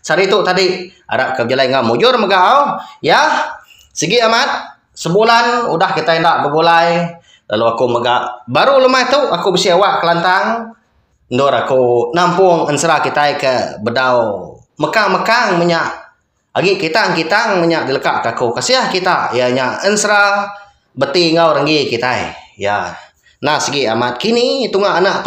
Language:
Iban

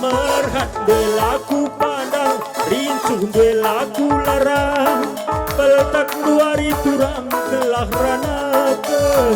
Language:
Batak Karo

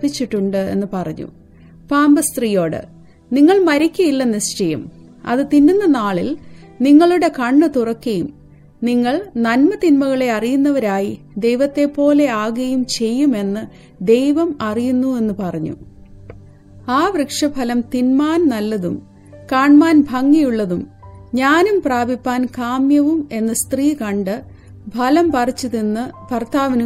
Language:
Malayalam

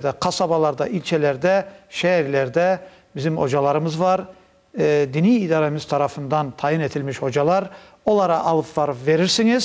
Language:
Crimean Tatar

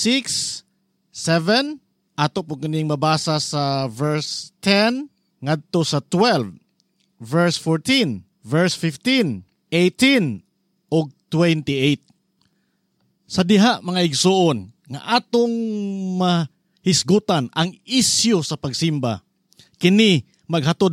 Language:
Cebuano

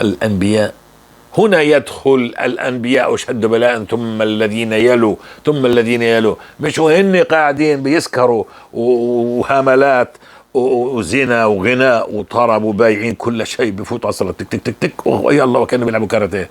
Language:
North Levantine Arabic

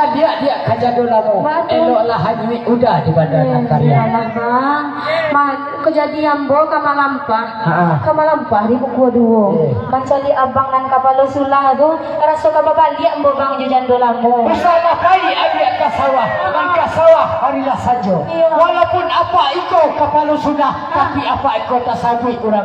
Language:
Minangkabau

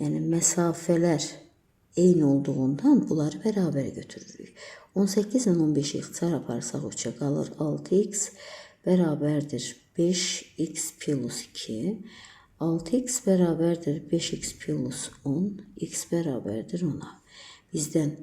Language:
Azerbaijani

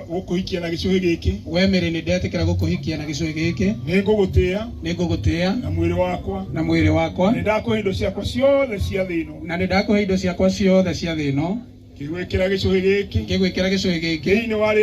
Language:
Kikuyu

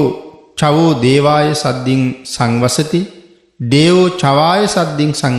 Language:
Sinhala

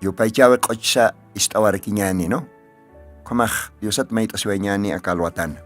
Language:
Aymara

